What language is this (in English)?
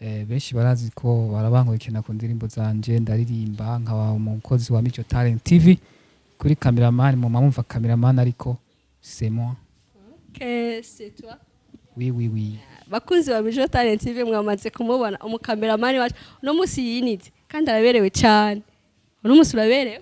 Rundi